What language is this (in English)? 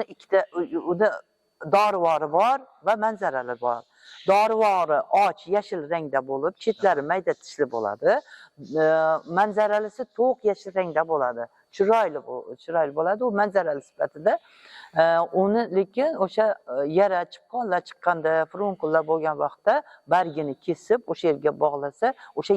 Uzbek